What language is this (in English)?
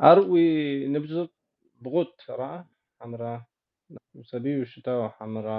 Kabardian